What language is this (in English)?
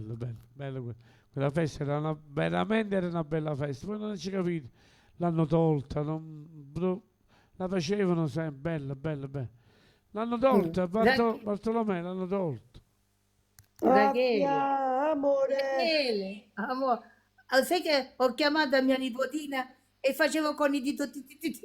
Neapolitan